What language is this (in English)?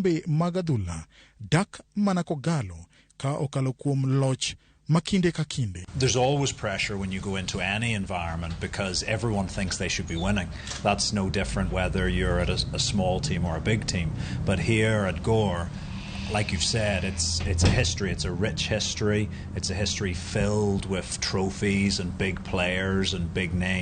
Luo (Kenya and Tanzania)